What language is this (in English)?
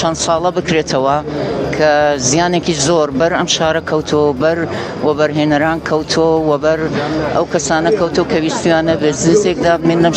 Central Kurdish